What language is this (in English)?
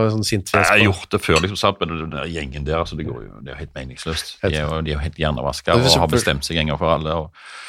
Norwegian